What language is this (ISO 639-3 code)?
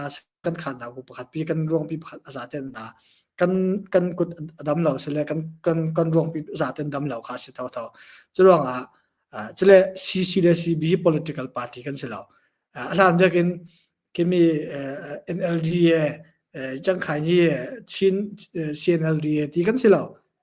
cnh